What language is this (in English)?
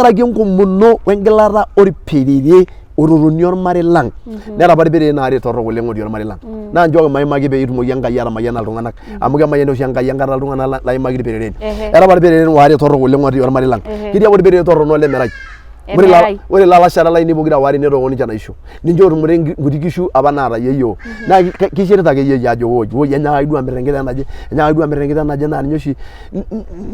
Masai